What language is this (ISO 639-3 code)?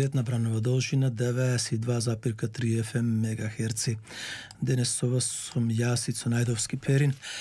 mkd